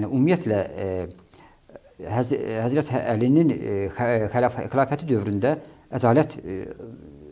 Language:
Azerbaijani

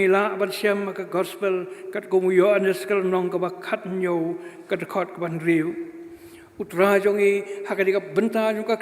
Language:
Khasi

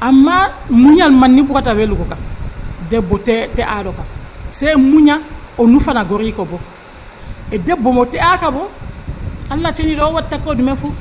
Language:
Nigerian Fulfulde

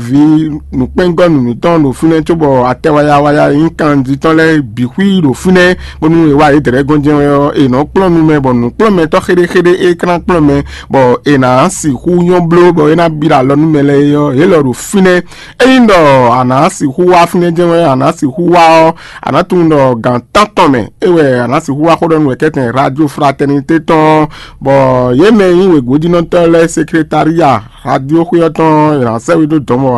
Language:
Fon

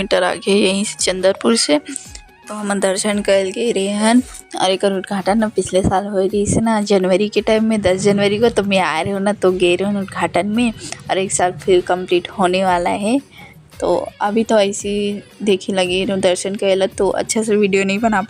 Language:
Chhattisgarhi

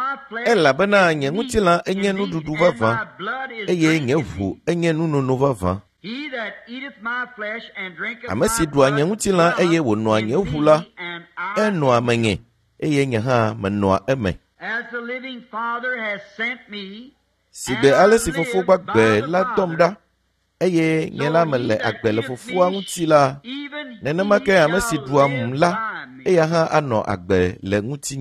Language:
Ewe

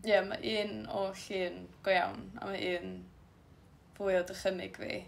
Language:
Welsh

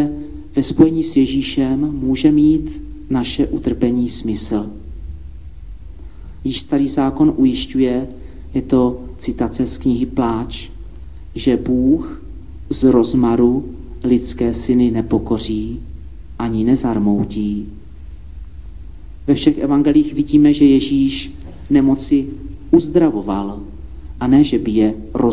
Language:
Czech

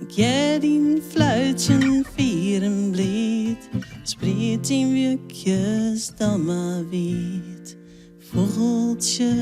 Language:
Western Frisian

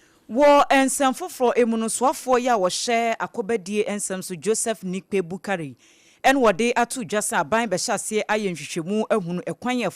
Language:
Akan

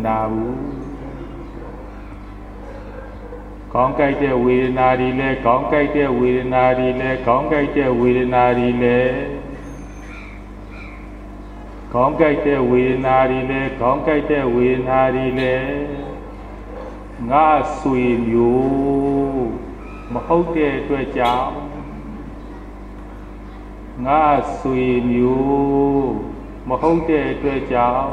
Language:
Burmese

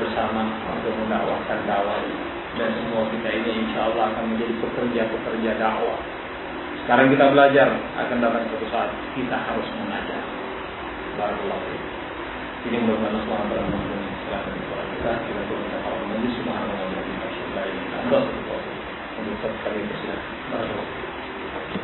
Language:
Indonesian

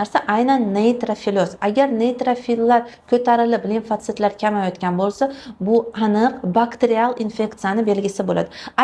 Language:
Uzbek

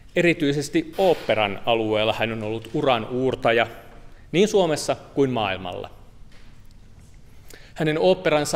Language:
Finnish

